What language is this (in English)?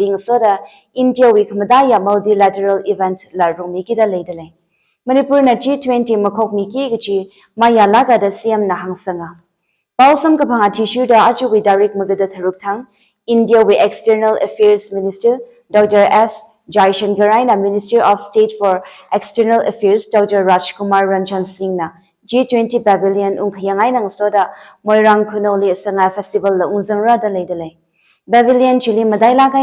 Tangkhul Naga (India)